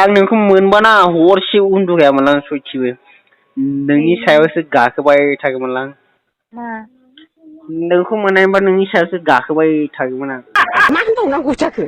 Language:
Bodo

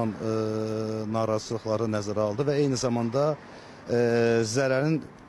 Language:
Azerbaijani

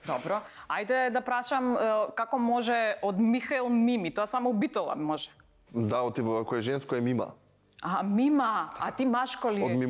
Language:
Macedonian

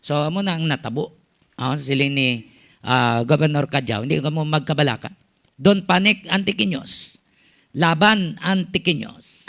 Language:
Hiligaynon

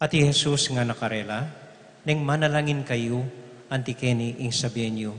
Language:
Pampanga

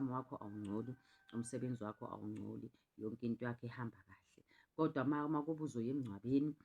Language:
Zulu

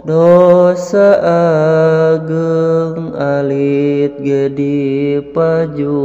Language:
Sundanese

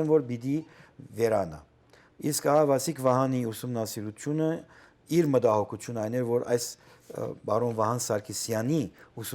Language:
Western Armenian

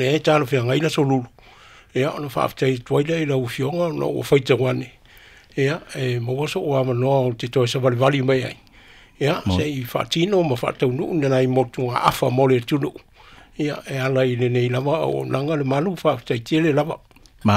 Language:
Samoan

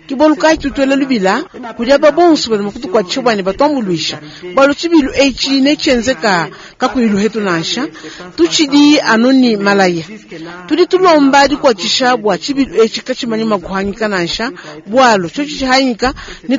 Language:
Luba-Lulua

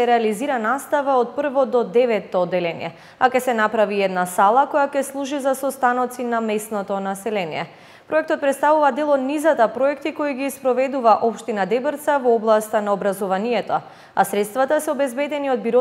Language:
Macedonian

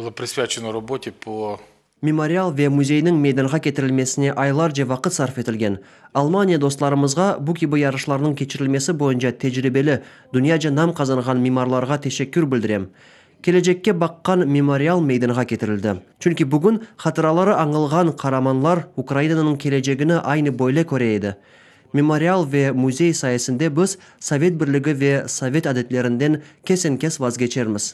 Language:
Crimean Tatar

